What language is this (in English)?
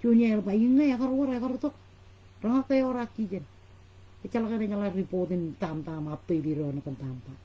Marshallese